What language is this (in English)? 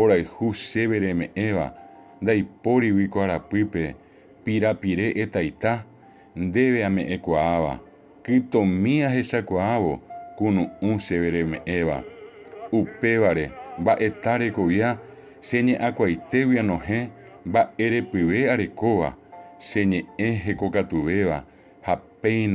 Guarani